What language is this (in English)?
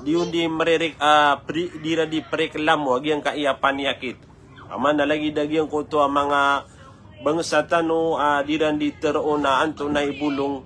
Maranao